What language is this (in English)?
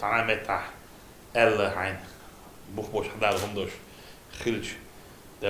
Chechen